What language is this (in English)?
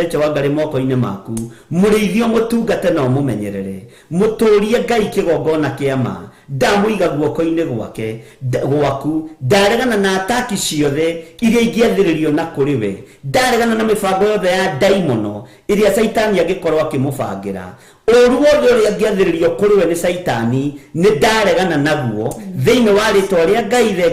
Kikuyu